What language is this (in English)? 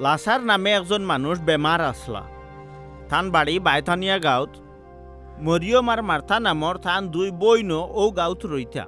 Sylheti